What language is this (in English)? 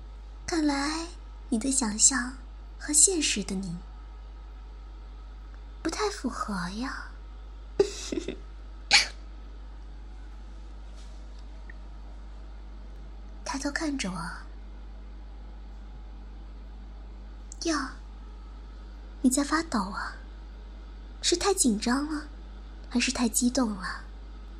Chinese